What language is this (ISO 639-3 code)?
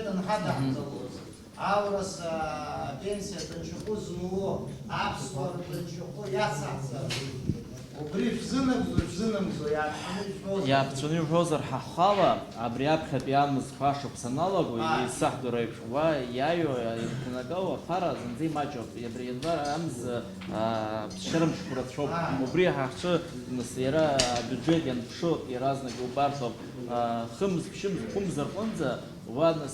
abk